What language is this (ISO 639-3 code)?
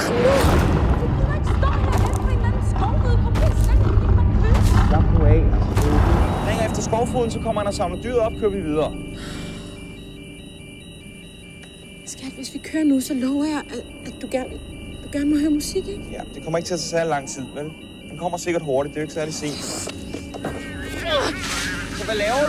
dan